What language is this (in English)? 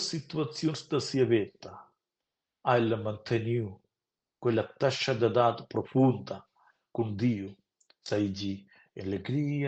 Romansh